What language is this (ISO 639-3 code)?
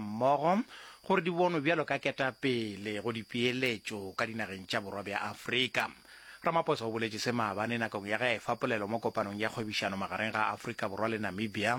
nso